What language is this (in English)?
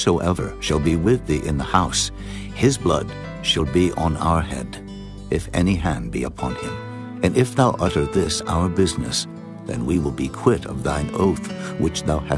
English